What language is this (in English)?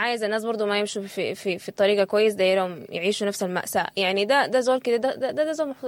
Sudanese Arabic